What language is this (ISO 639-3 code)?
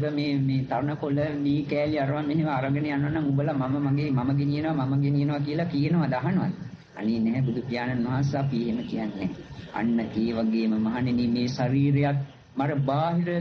sin